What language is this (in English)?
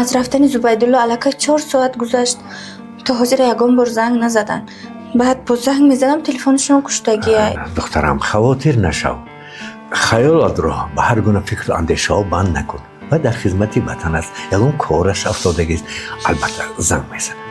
Tajik